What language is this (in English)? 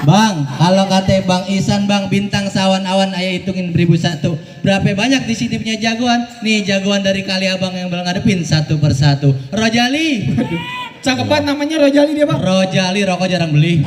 Betawi